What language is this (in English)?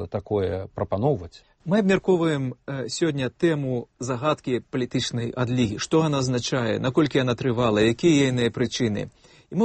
Belarusian